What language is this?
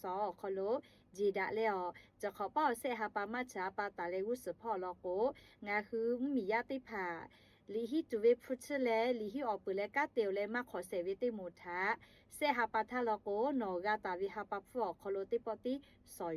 Lahu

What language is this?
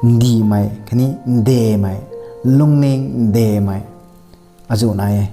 Rongmei Naga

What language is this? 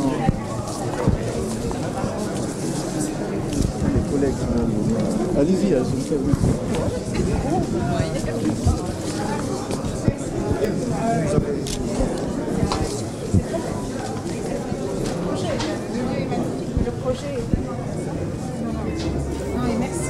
French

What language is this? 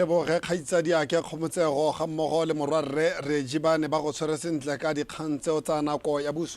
Tswana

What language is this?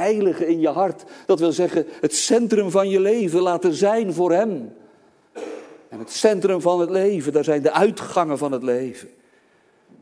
Dutch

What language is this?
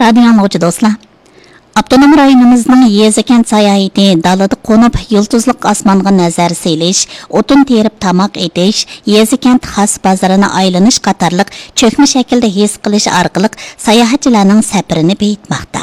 Uyghur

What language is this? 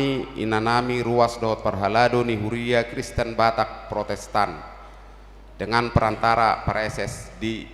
Batak Toba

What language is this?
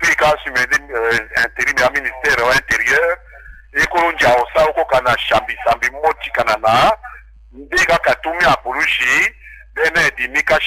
Tetela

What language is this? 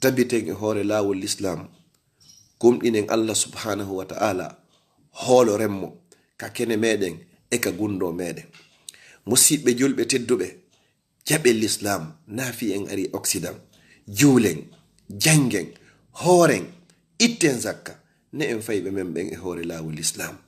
Fula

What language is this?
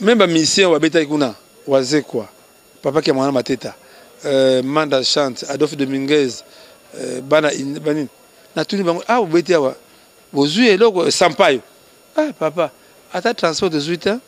Lingala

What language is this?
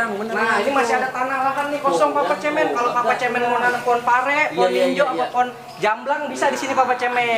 Betawi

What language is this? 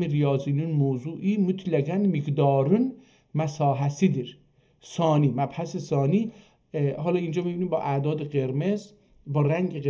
South Azerbaijani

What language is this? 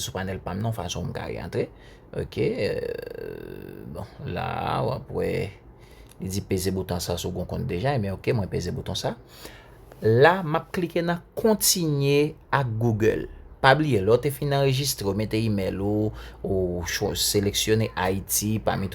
Haitian Creole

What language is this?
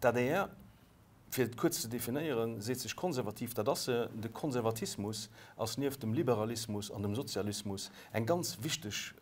Luxembourgish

